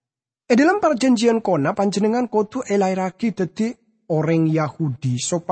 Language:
Madurese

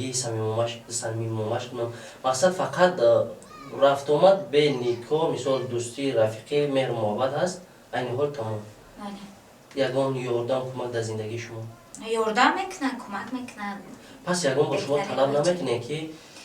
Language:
Tajik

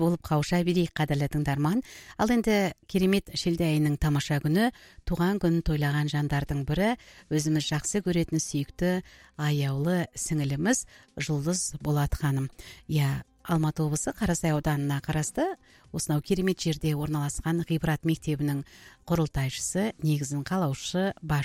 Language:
Kazakh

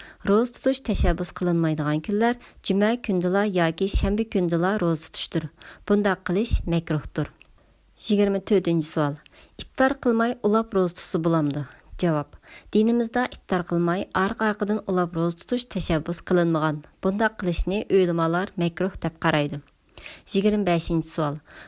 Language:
Uyghur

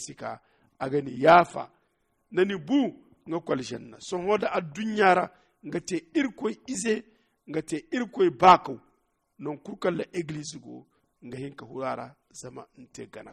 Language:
Zarma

